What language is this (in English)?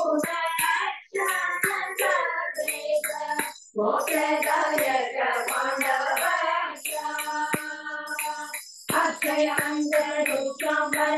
Kannada